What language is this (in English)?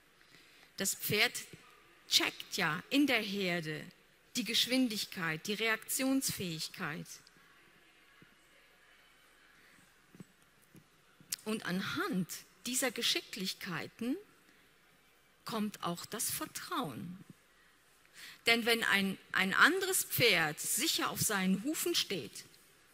German